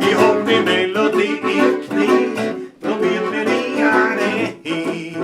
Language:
Bavarian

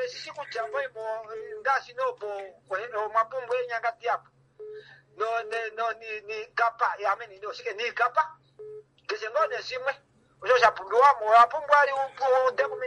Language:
Kuanyama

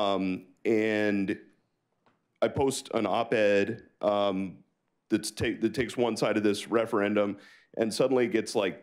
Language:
English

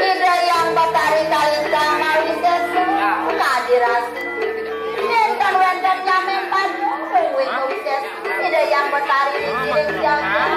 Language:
Balinese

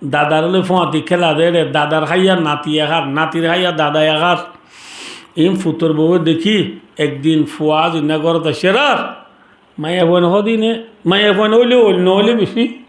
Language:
Rohingya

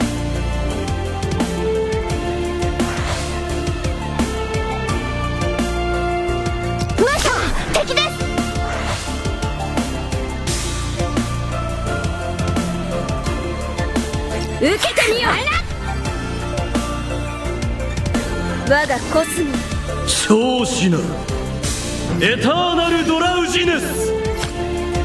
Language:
Japanese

